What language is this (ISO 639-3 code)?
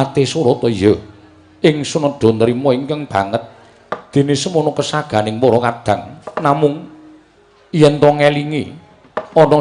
jav